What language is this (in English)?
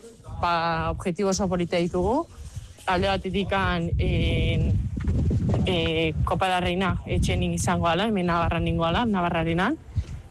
Basque